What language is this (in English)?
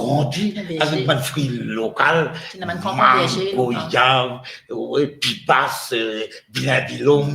Morisyen